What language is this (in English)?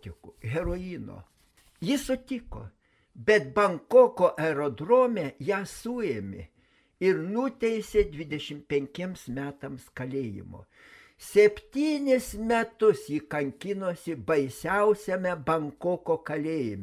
Lithuanian